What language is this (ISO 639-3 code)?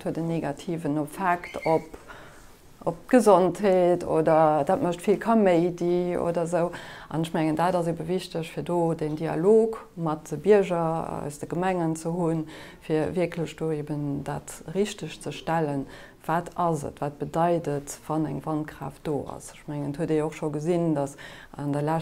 ltz